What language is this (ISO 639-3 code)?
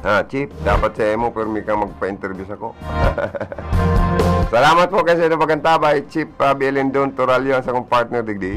bik